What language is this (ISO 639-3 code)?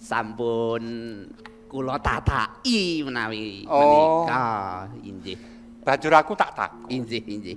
jav